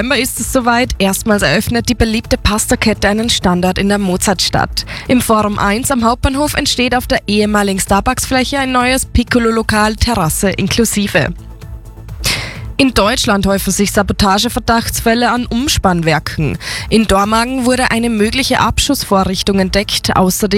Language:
German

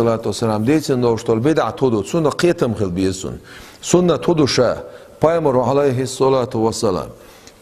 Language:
Chechen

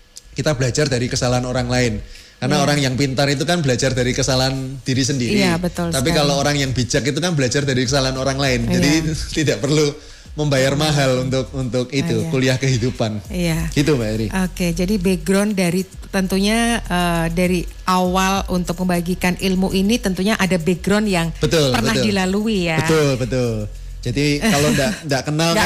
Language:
Indonesian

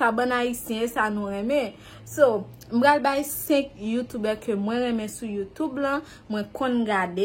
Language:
Haitian Creole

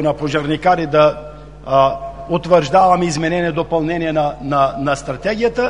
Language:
Bulgarian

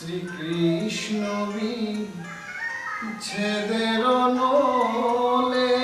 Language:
Sylheti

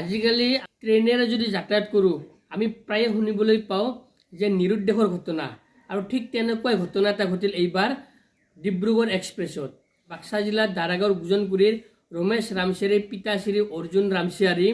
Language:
Assamese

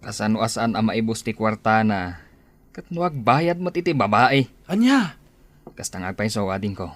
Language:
Iloko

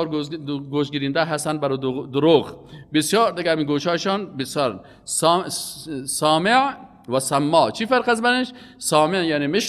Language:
Persian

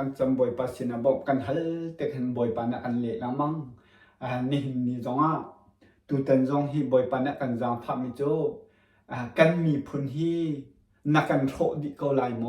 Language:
Hakha Chin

